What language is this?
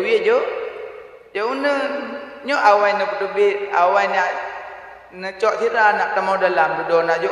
Achinese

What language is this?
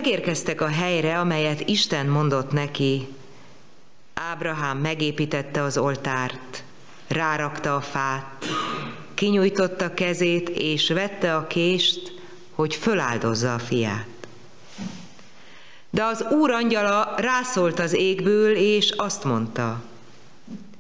Hungarian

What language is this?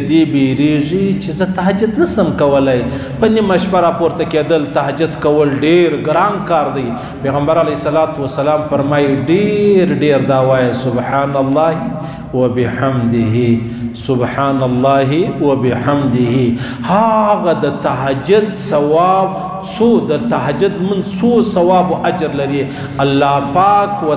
Pashto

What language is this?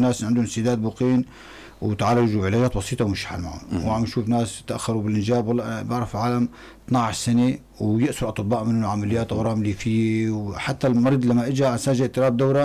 North Levantine Arabic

